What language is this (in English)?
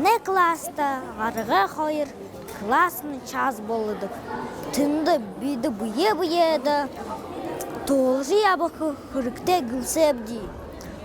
Buriat